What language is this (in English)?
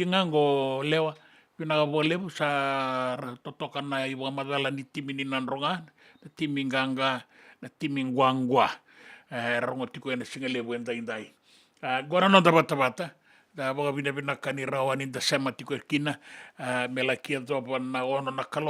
Fijian